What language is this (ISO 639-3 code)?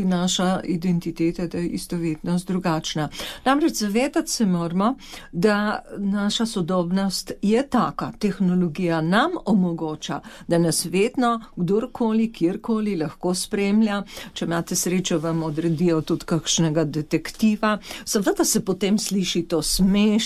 slv